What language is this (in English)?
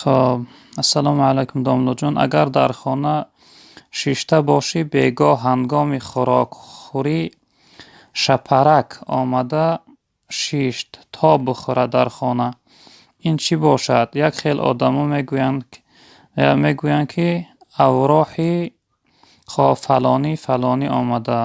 Tajik